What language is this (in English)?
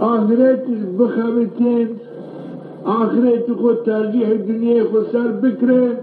Zaza